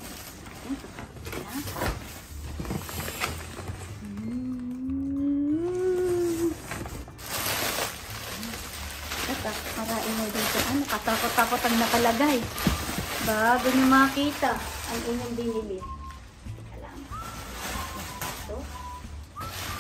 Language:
Filipino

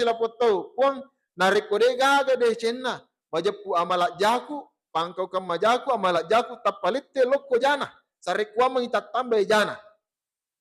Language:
Buginese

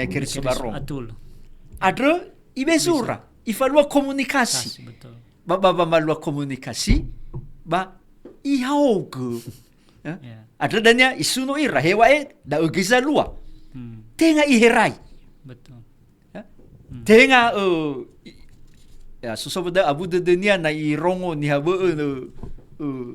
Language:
Nias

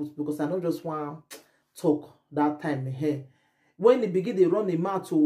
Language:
Nigerian Pidgin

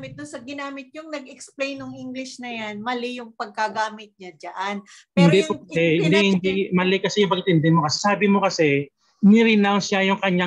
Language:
Filipino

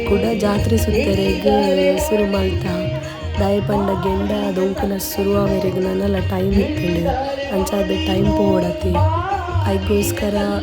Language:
Tulu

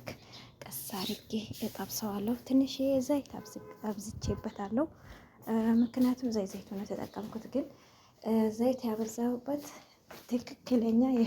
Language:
Amharic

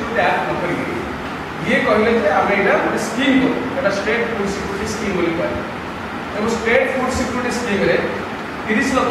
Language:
Odia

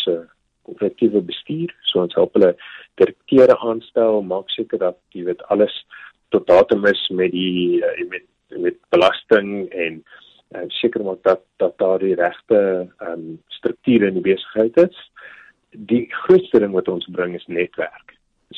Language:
Afrikaans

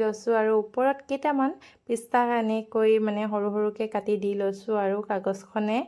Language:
Assamese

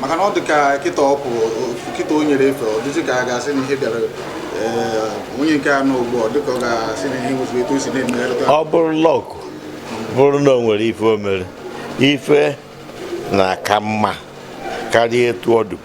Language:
Igbo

